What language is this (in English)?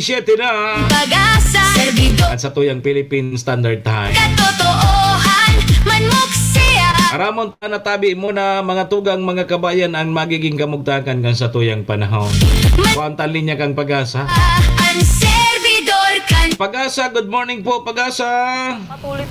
Bikol